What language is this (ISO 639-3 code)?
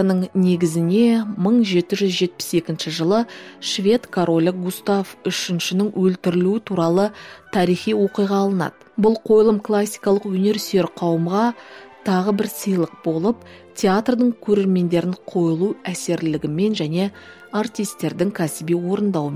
kaz